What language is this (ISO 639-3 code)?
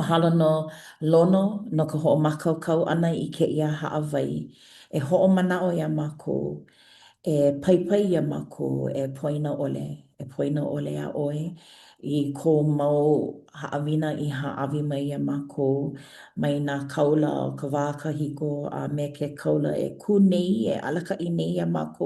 haw